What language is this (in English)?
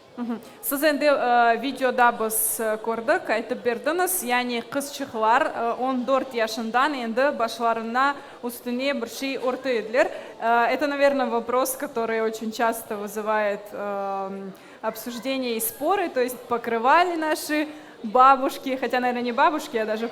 Crimean Tatar